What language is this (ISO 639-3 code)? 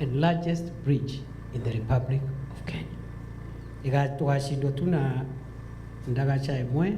mer